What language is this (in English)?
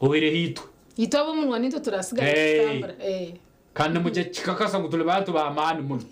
Nyankole